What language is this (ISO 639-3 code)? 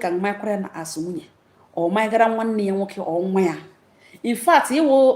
ibo